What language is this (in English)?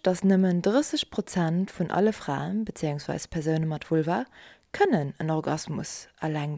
Luxembourgish